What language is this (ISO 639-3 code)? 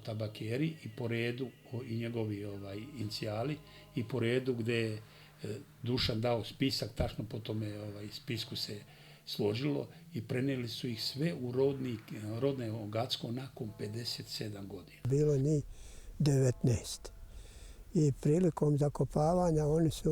bos